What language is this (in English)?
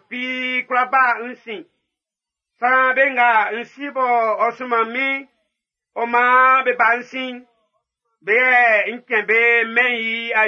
Baoulé